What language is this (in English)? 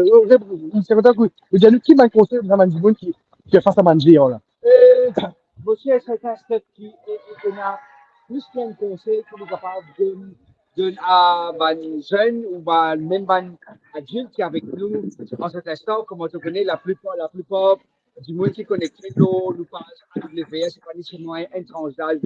Morisyen